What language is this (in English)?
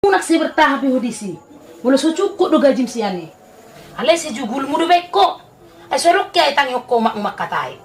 Batak Toba